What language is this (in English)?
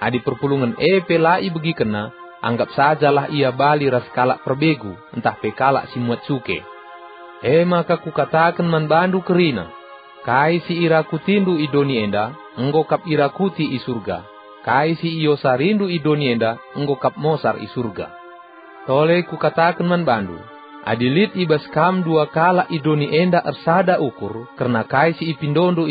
Batak Karo